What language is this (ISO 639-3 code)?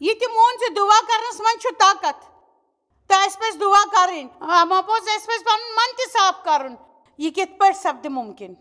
kas